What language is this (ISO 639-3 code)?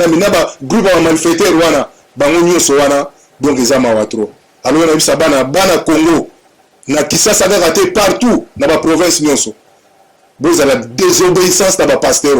lin